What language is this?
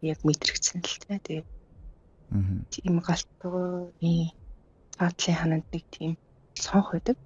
Mongolian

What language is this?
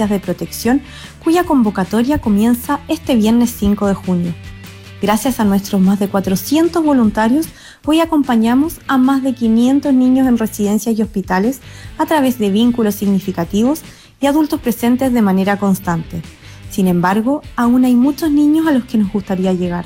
Spanish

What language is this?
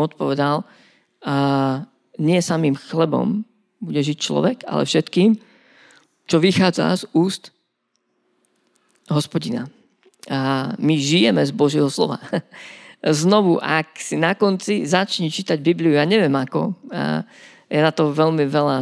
Slovak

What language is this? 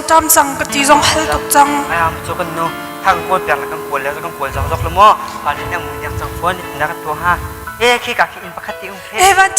Hakha Chin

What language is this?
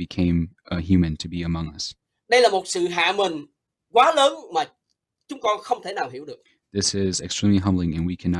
Vietnamese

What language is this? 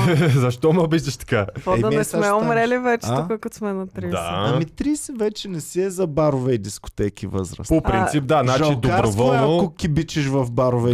Bulgarian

